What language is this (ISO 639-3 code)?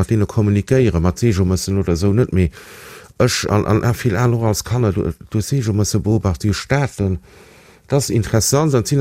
ltz